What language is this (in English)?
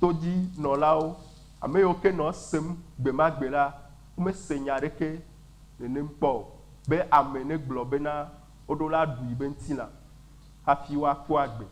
Ewe